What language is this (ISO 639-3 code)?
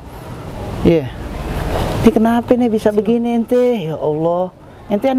bew